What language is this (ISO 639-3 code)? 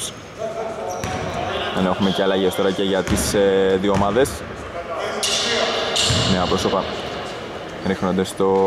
ell